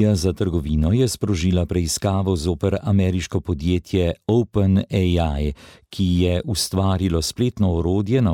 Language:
Slovenian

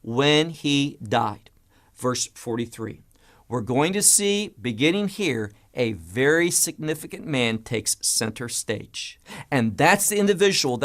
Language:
English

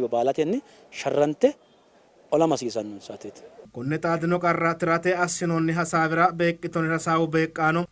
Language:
Sidamo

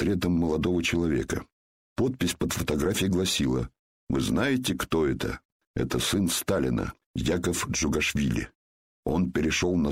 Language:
Russian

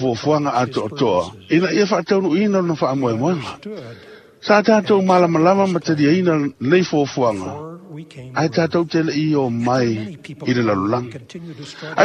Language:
Samoan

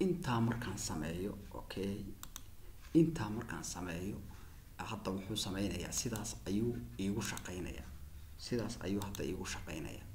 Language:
Somali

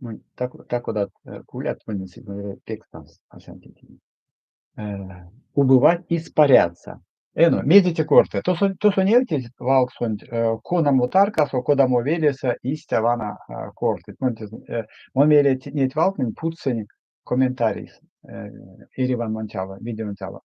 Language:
Erzya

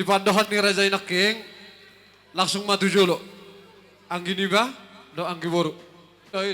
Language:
Batak Toba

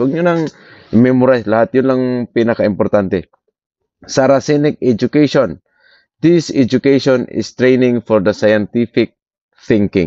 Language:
Filipino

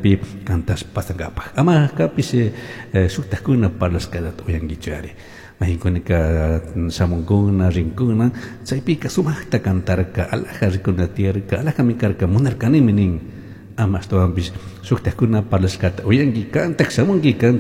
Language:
Chimborazo Highland Quichua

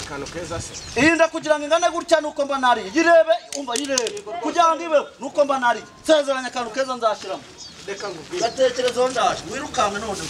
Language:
Kinyarwanda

